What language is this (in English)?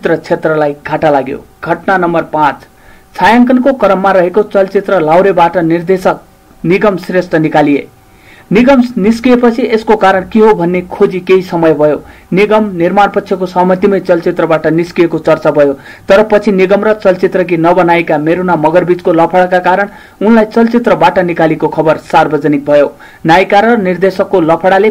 Nepali